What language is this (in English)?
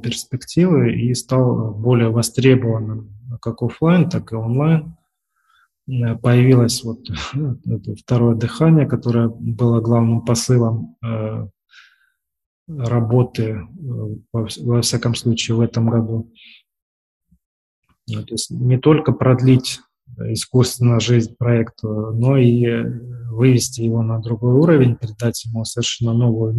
Russian